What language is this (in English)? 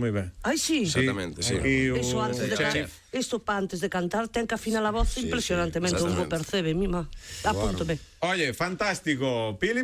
Galician